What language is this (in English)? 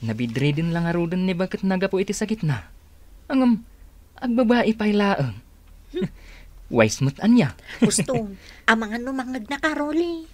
Iloko